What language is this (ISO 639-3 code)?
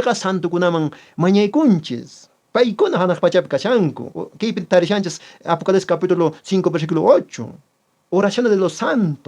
que